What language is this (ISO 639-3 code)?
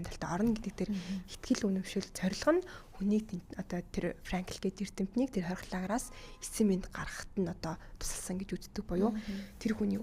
mon